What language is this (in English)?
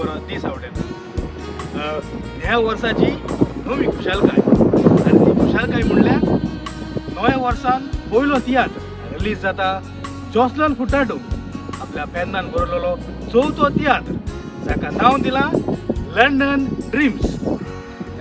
Konkani